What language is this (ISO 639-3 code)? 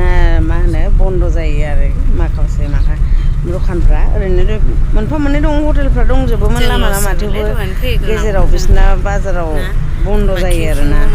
brx